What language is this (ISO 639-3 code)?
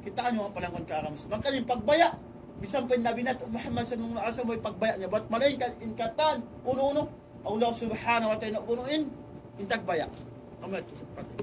tsg